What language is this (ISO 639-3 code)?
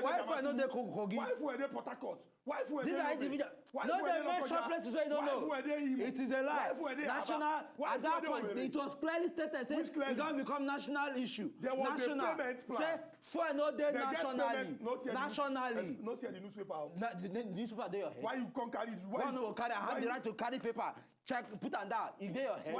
pcm